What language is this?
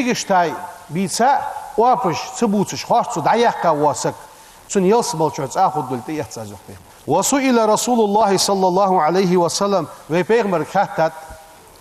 Ingush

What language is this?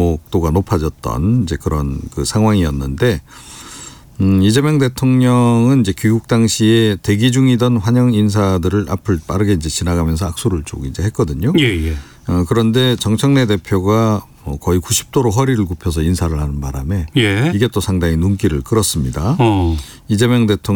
Korean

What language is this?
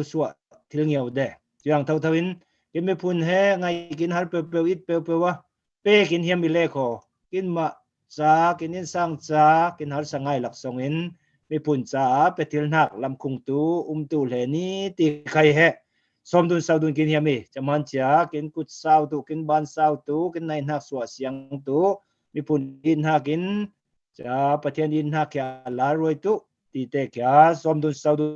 Falam Chin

